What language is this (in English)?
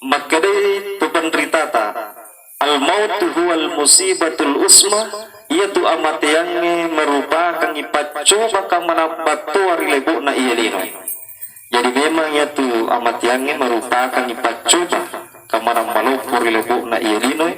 Buginese